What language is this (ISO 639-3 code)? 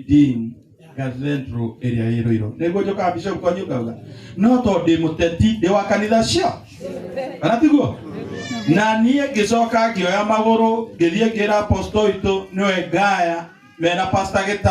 kik